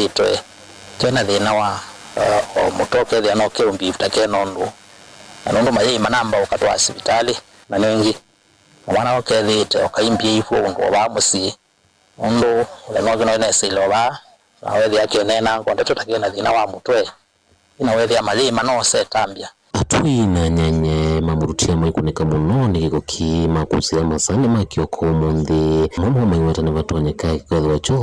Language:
Kamba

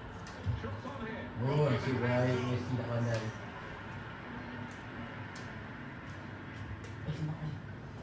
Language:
Malay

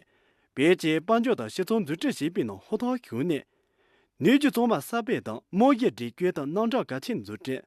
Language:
Khams Tibetan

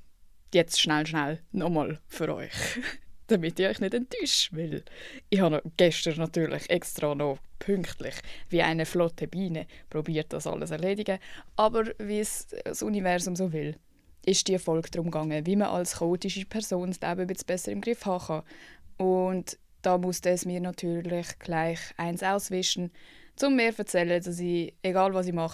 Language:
Swiss German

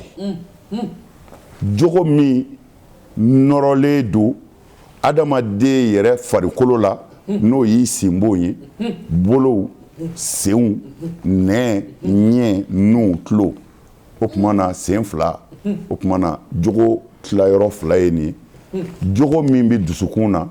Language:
Bambara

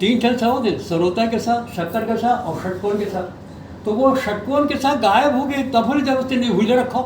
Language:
Chhattisgarhi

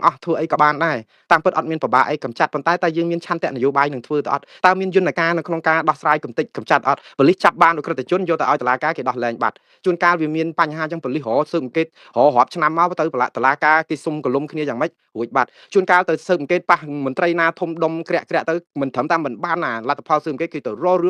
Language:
Khmer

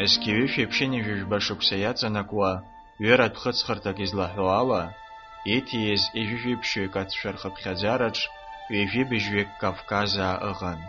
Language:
Abkhazian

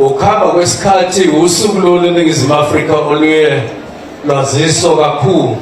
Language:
Zulu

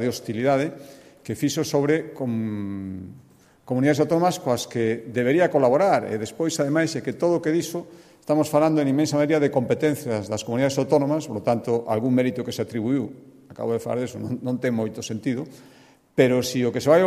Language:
Galician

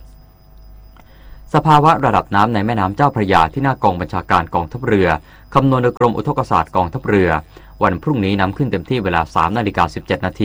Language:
Thai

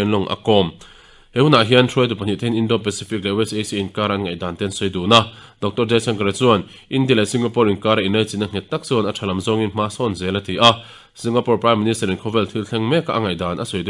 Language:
Mizo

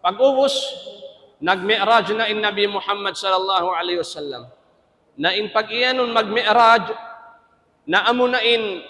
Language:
Tausug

